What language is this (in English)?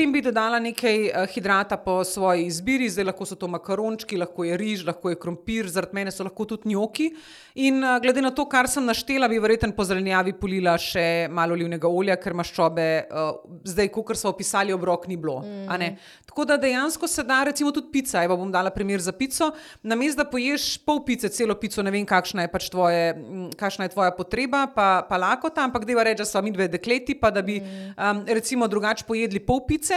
Slovenian